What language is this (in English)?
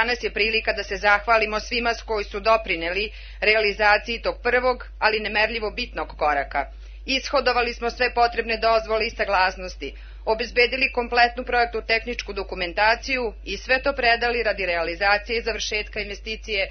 Serbian